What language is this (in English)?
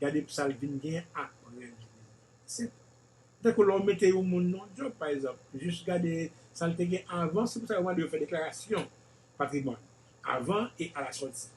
Haitian Creole